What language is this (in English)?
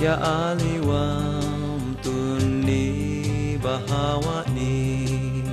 Tuwali Ifugao